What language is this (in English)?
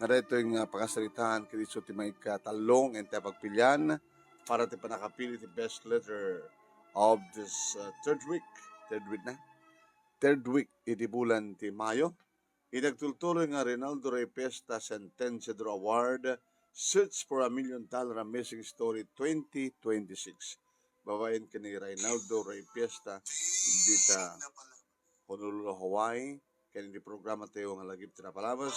Iloko